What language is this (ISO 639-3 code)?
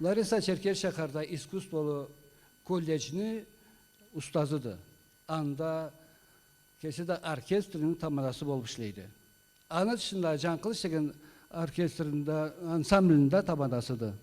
krc